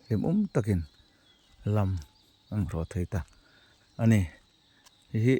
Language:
Hmar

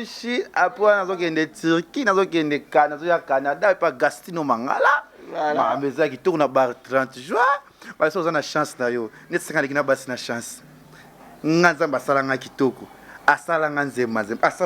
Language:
Lingala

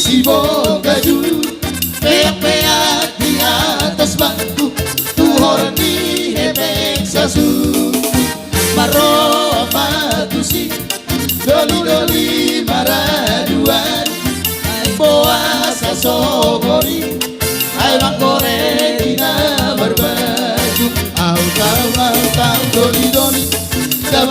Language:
Batak Toba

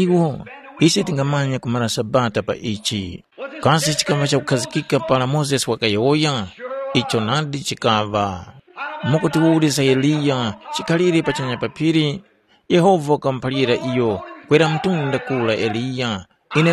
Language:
Tumbuka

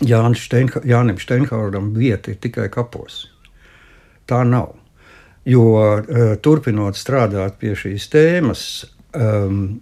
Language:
Latvian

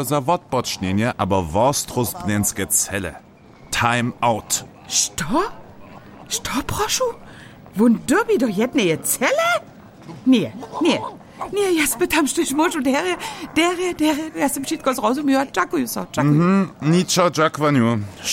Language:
Upper Sorbian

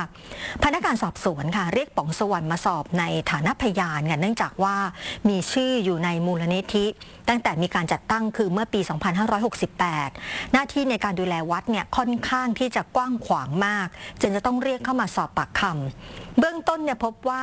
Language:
Thai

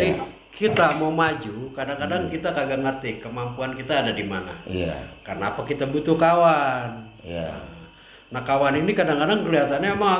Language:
Betawi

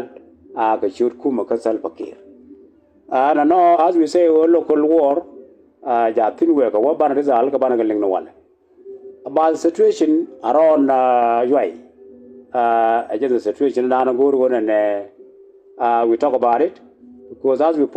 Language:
Nuer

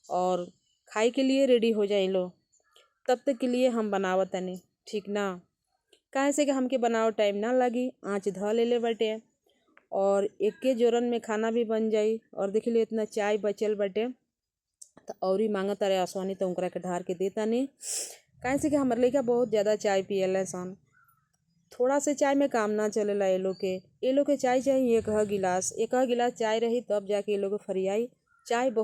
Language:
Bhojpuri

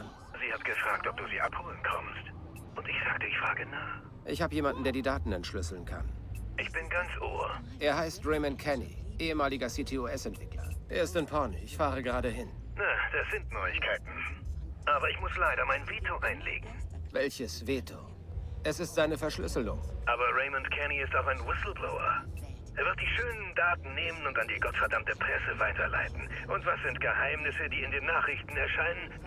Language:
Bavarian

